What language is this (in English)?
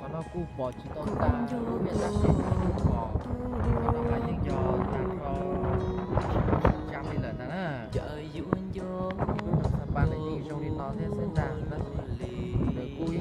Hmong